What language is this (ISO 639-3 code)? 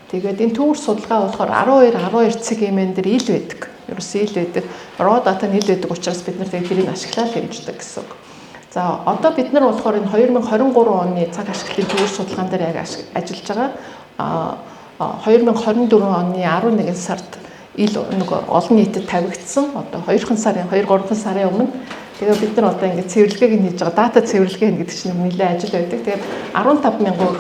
mon